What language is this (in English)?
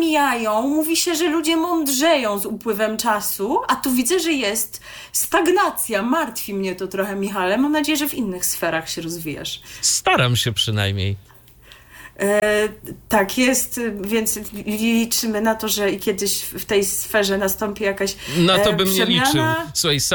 Polish